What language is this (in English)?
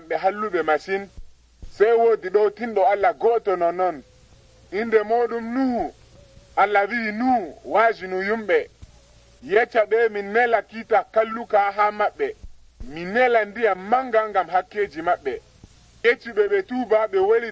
Nigerian Fulfulde